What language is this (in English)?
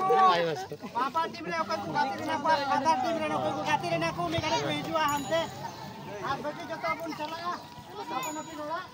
Santali